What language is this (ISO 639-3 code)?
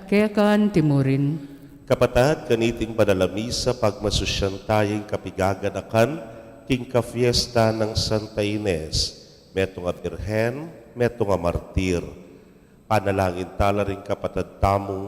pam